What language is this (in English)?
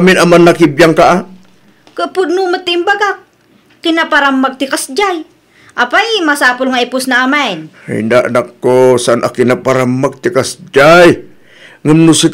Iloko